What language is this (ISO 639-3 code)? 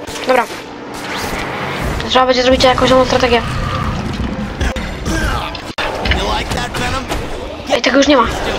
pol